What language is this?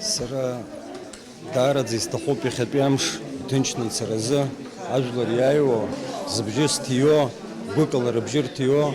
Abkhazian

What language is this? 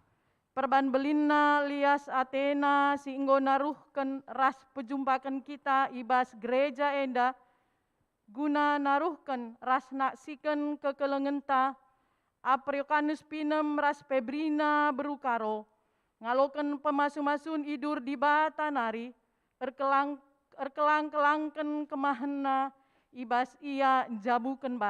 Batak Karo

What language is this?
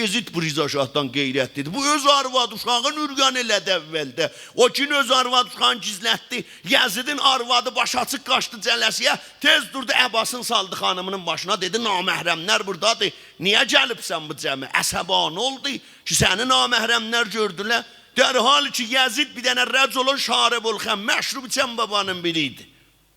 South Azerbaijani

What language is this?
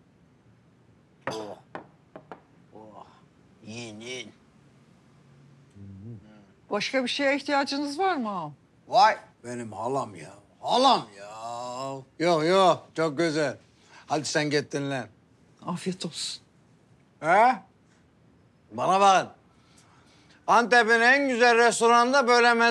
Turkish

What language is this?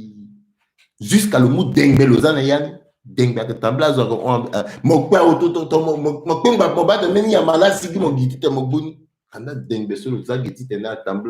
Sango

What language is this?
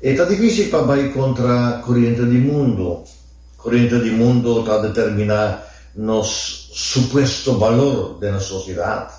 Papiamento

